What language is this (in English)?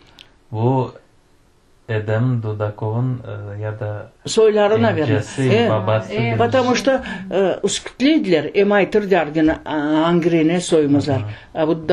Crimean Tatar